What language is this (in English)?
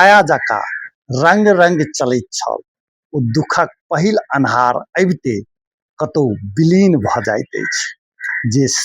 Maithili